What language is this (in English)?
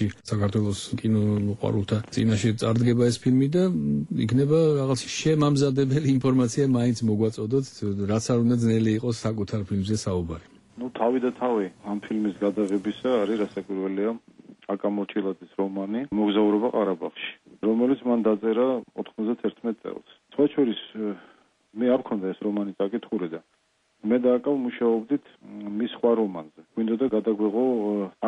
Georgian